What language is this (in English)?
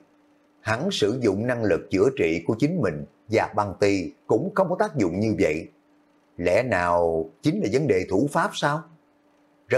Vietnamese